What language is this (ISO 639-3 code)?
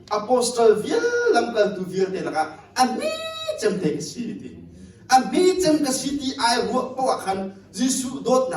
cnh